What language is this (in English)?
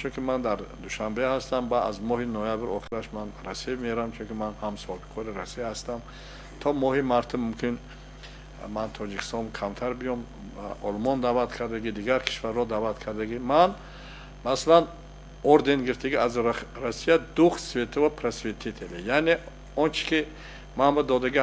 Tajik